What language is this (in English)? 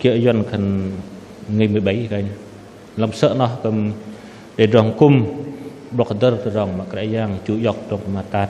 Bahnar